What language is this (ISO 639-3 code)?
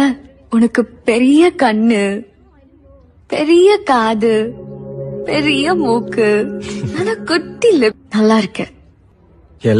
tam